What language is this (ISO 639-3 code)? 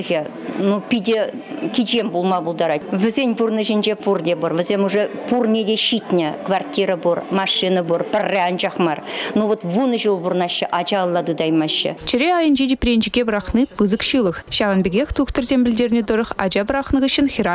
chv